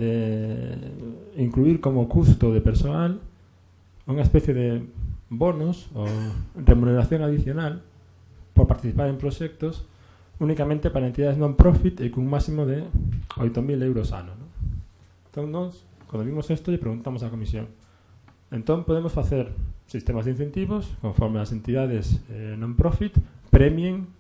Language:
Galician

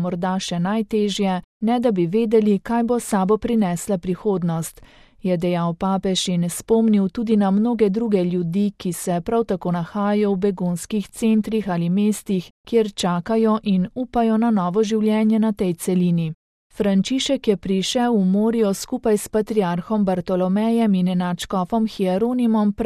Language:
Slovenian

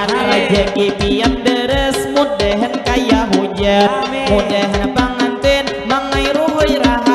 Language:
Banjar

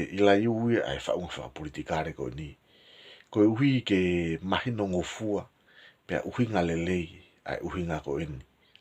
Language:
Tongan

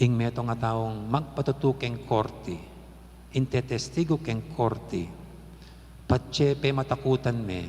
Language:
Pampanga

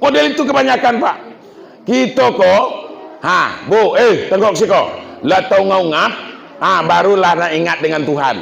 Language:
Minangkabau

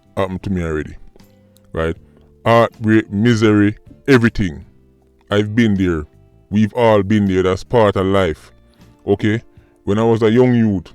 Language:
Jamaican Creole English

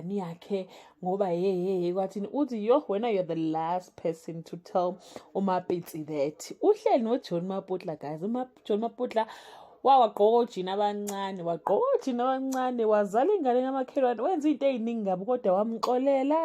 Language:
Zulu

